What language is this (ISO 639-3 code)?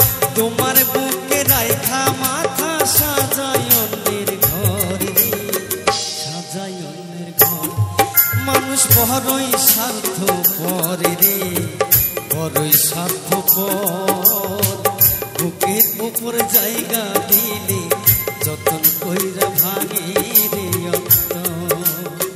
ben